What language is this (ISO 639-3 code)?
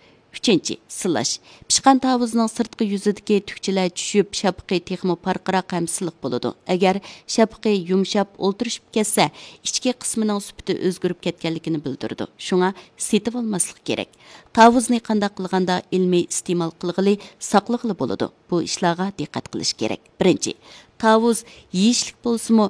uig